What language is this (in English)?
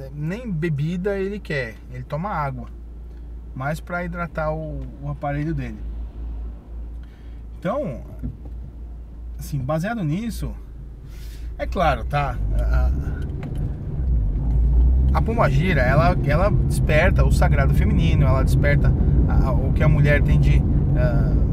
Portuguese